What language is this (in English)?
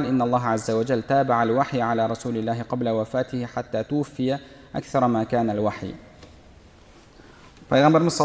Kazakh